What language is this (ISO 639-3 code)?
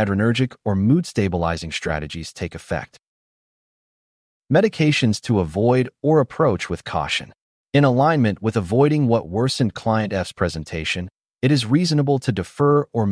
eng